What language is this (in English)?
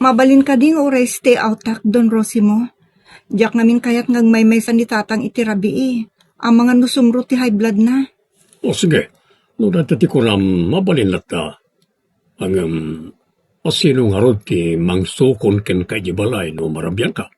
Iloko